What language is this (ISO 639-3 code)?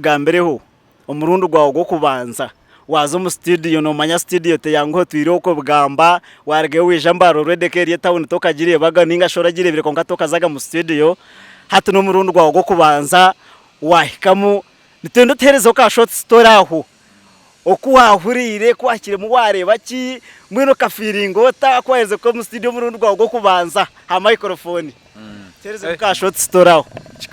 nyn